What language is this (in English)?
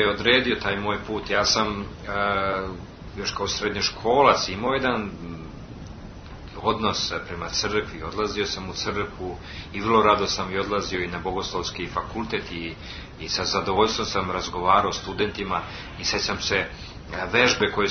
Serbian